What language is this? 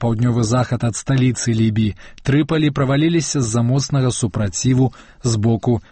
Belarusian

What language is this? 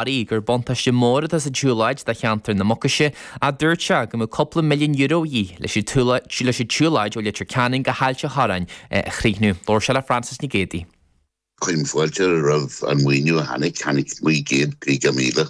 Irish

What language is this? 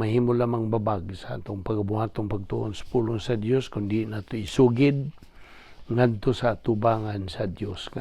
Cebuano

